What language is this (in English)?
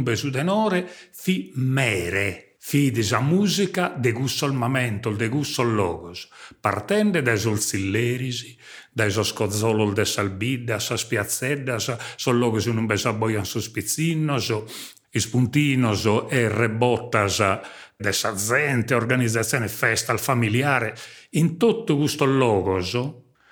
Sardinian